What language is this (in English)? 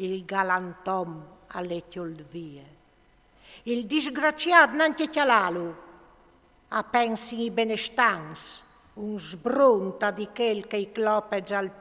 Friulian